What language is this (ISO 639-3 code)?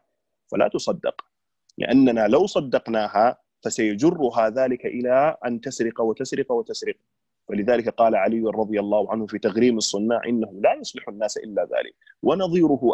ara